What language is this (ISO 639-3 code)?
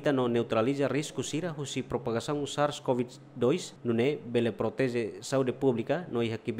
tet